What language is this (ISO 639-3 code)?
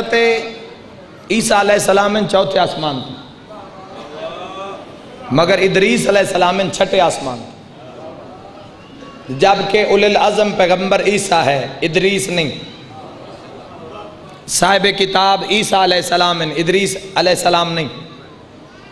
urd